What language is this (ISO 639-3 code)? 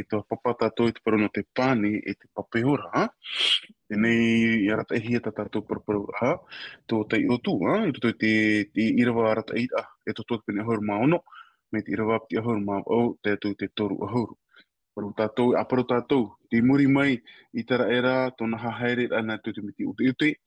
tah